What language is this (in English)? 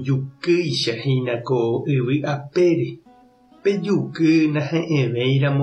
Guarani